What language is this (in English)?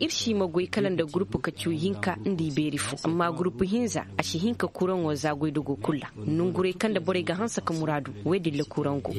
Zarma